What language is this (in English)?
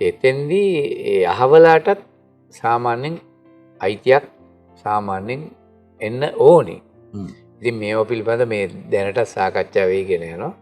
Sinhala